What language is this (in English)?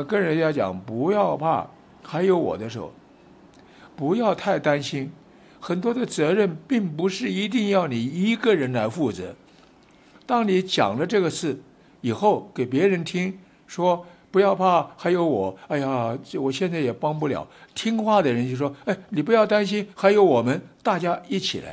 Chinese